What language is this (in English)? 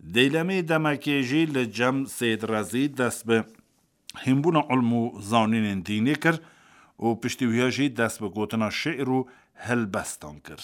Kurdish